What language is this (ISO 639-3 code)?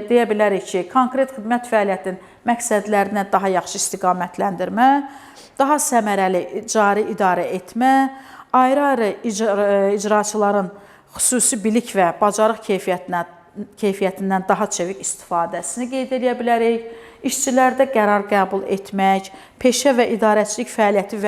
aze